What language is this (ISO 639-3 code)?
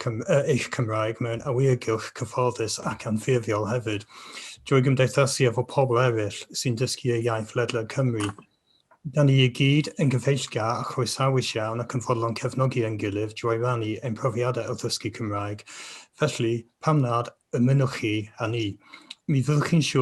cym